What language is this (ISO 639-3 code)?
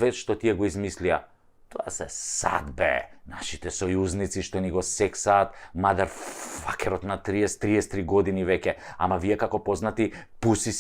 mkd